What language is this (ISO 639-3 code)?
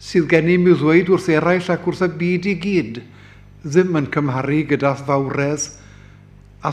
cym